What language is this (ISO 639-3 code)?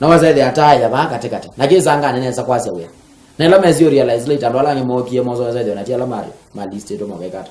kam